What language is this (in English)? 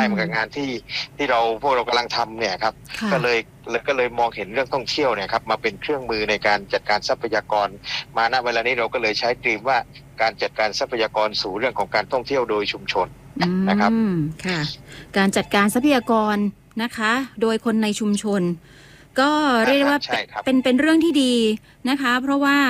Thai